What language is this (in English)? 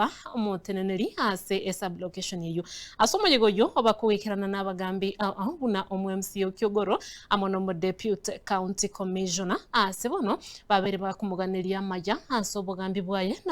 Gusii